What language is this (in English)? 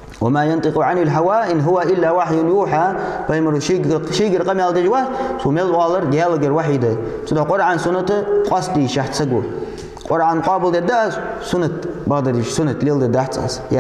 Ingush